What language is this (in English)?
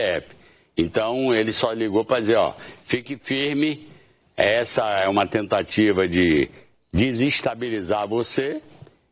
Portuguese